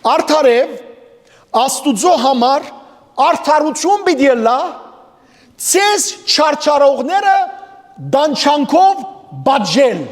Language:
Western Armenian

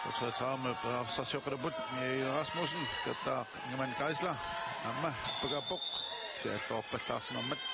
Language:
Kalaallisut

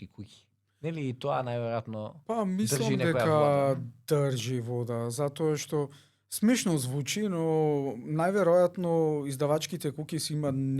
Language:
Macedonian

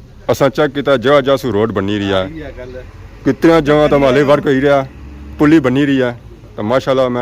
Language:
Pahari-Potwari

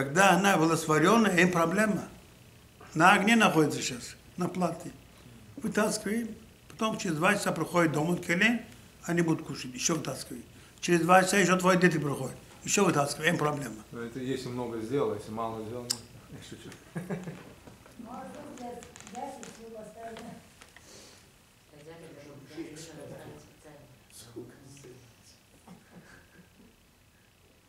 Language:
Russian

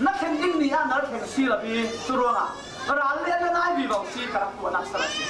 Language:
Falam Chin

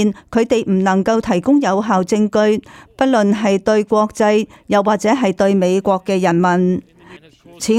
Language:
Cantonese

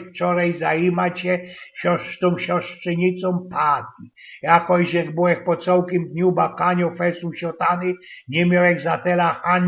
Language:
Silesian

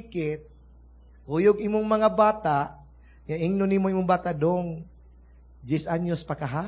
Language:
Cebuano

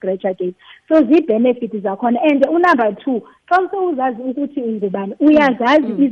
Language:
Xhosa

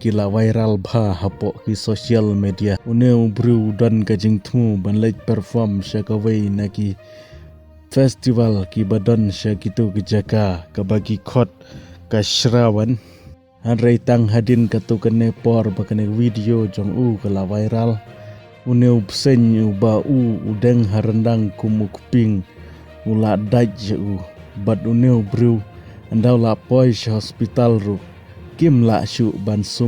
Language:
Khasi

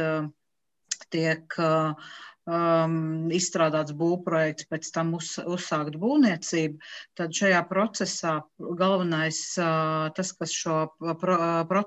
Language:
Latvian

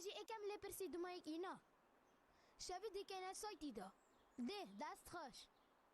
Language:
Kurdish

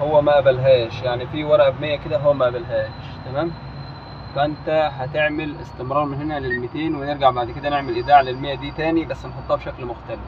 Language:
Egyptian Arabic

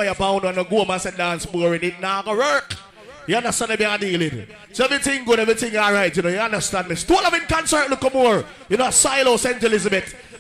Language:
Jamaican Creole English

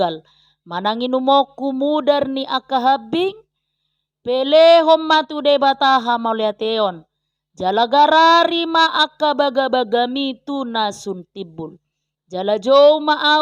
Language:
Batak Toba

